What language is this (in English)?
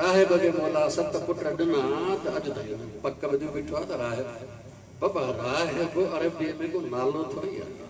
Sindhi